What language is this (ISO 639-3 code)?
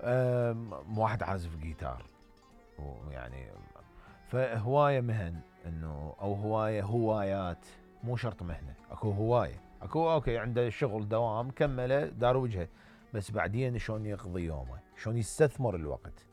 acm